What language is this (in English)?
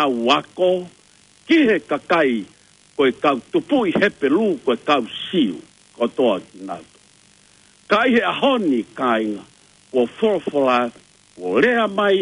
Tongan